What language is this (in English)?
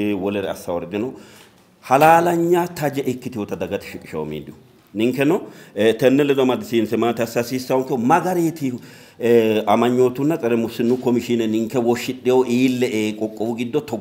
Sidamo